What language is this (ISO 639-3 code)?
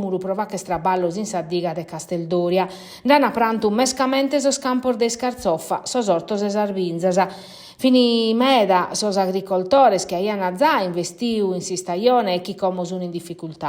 srd